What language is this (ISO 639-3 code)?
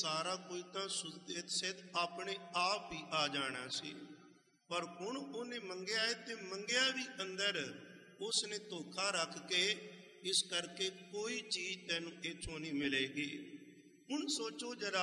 pan